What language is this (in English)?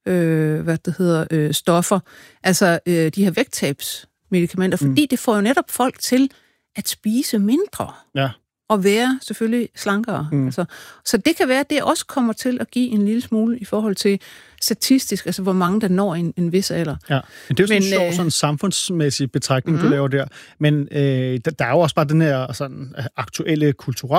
Danish